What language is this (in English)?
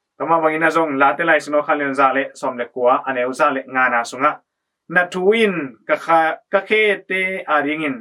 Tedim Chin